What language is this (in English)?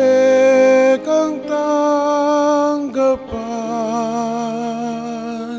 Pampanga